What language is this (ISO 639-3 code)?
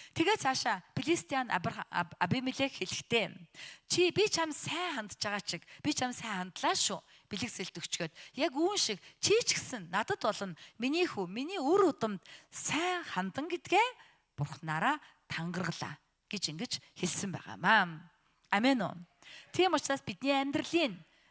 mon